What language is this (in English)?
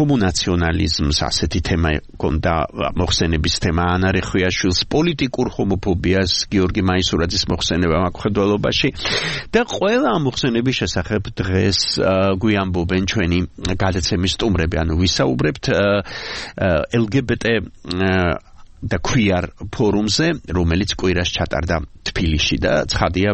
Georgian